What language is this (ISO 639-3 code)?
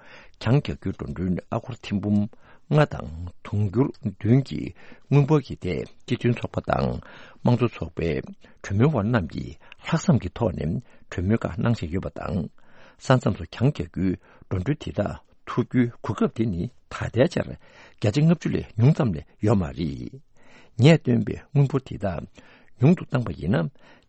bod